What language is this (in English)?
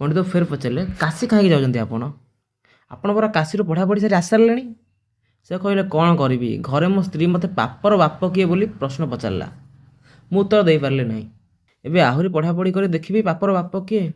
Odia